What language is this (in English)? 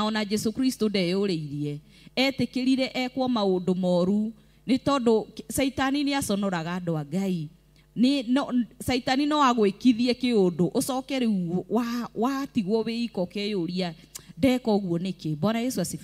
Kikuyu